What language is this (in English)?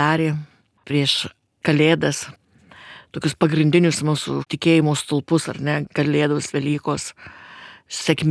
Lithuanian